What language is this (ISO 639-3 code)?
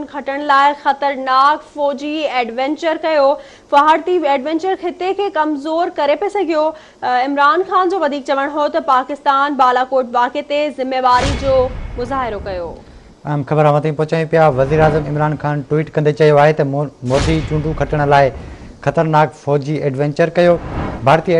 snd